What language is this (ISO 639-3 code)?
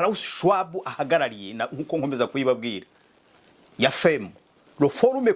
kin